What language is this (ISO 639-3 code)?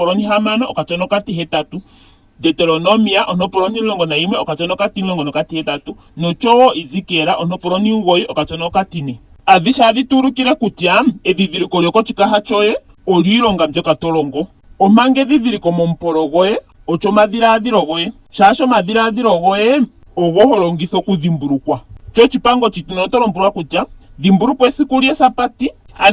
ndo